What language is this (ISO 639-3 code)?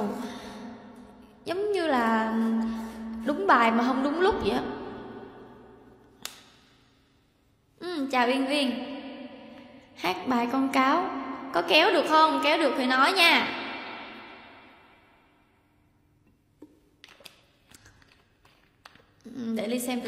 vie